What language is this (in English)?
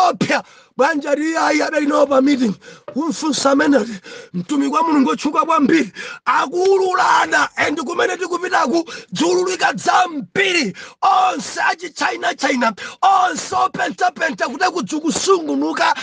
Nyanja